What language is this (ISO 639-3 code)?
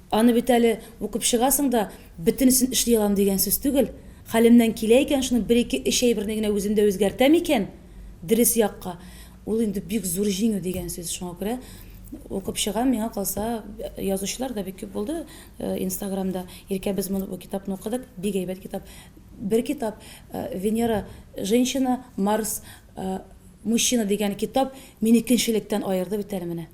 tat